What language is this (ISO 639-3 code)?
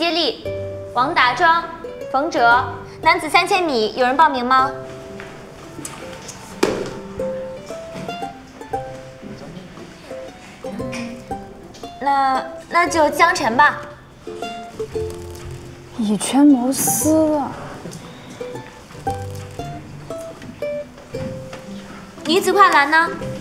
zho